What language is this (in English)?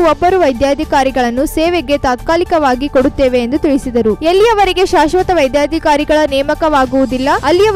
Kannada